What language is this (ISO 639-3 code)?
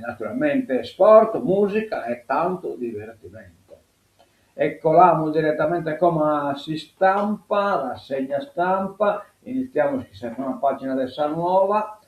srd